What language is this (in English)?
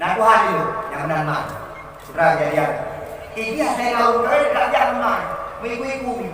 Achinese